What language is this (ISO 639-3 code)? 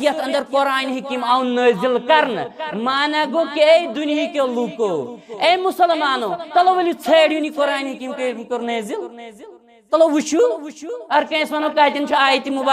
kas